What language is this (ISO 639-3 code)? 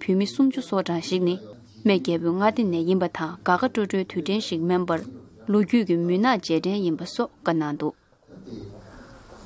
bod